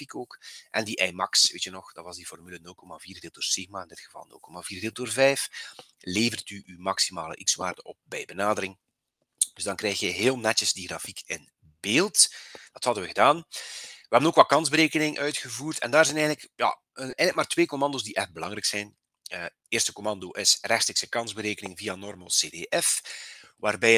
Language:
Dutch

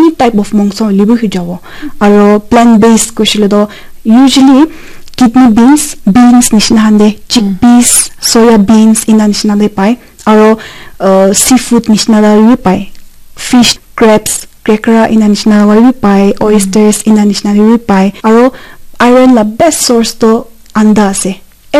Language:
Naga Pidgin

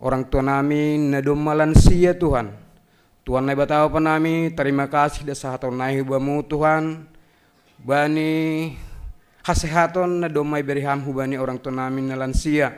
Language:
Batak Simalungun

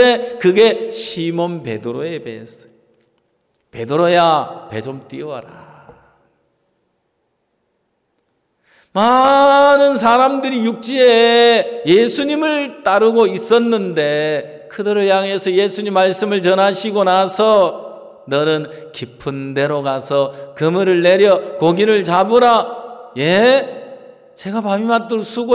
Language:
Korean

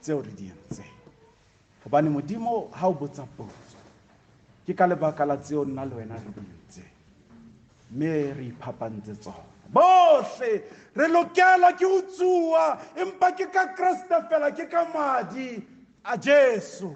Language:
Southern Sotho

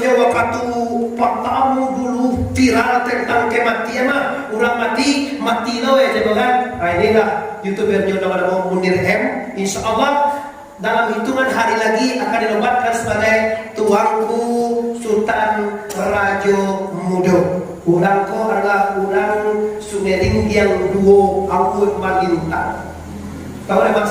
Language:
Minangkabau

